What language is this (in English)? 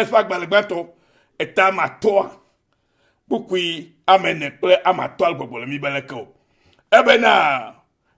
Ewe